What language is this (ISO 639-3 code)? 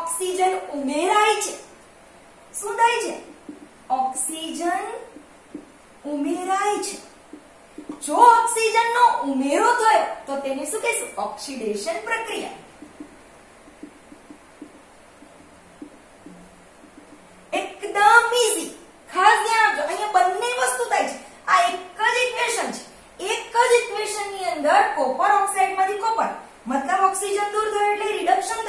guj